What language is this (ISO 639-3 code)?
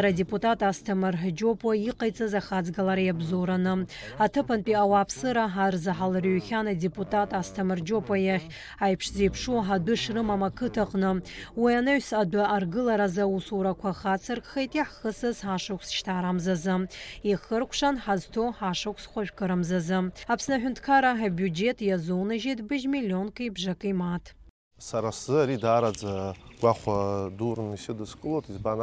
abk